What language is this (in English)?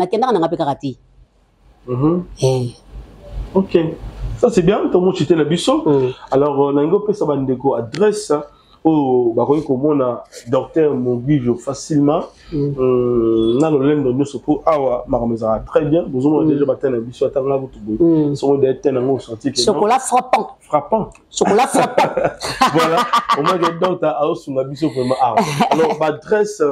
Lingala